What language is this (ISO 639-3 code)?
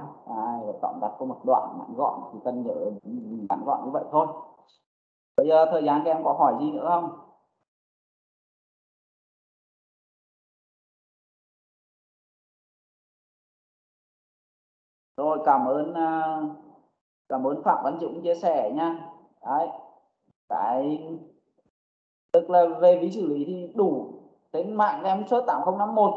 vie